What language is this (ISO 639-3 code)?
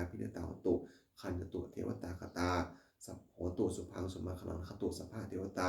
pli